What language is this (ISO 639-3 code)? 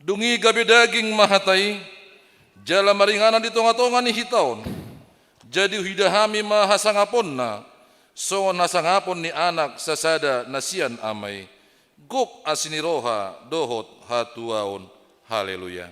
bbc